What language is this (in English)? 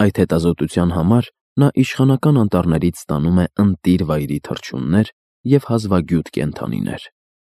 Armenian